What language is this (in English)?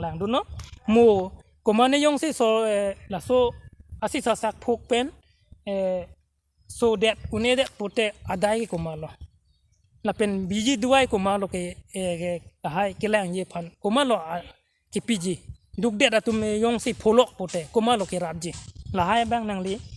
Karbi